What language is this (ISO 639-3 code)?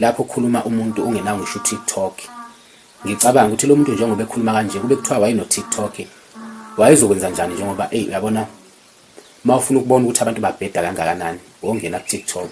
zul